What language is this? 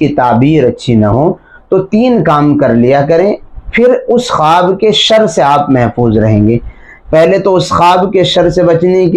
Urdu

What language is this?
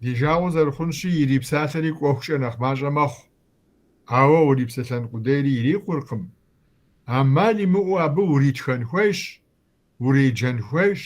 Kabardian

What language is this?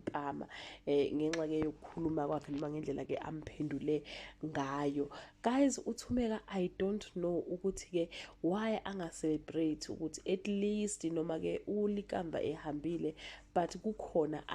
Zulu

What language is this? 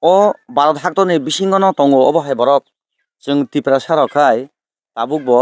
Kok Borok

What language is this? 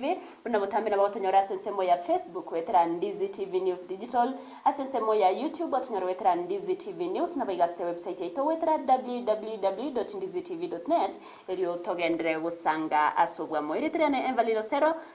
Gusii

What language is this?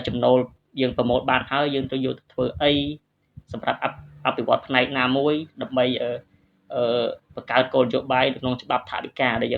Khmer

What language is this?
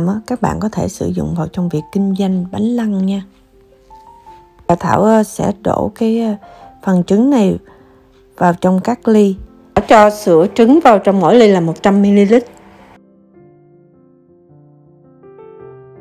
Vietnamese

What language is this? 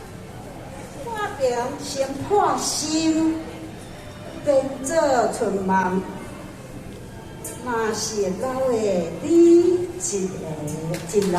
Min Nan Chinese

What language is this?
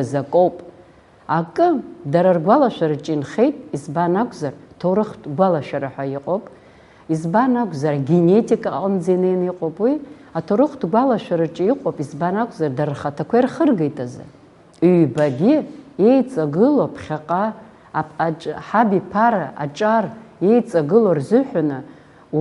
Abkhazian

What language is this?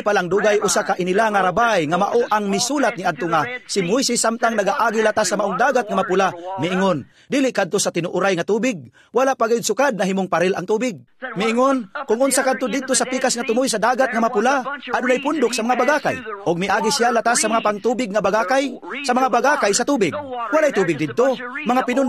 Cebuano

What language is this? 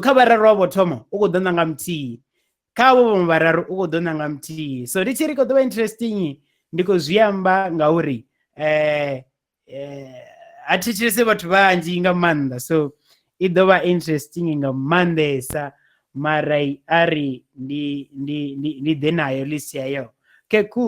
Venda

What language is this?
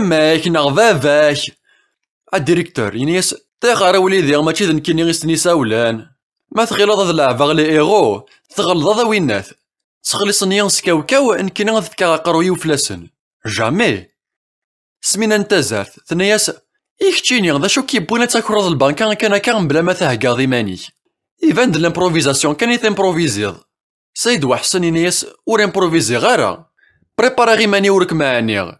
Kabyle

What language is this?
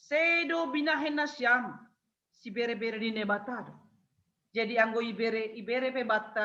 Batak Simalungun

